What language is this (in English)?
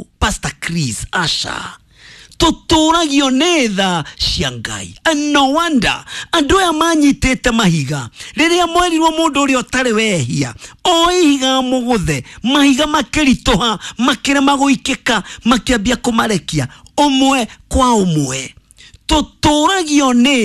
Kikuyu